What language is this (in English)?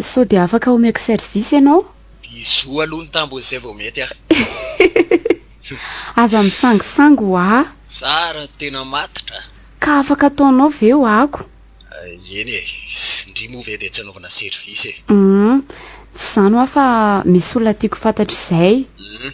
Malagasy